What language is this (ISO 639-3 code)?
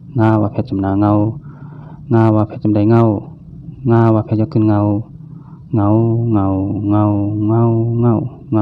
shn